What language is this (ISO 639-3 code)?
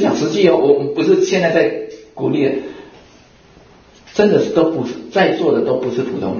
zho